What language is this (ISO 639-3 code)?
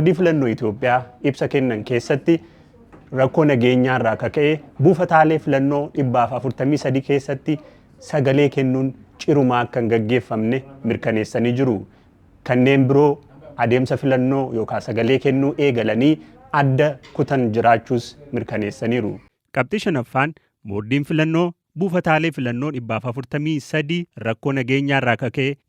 orm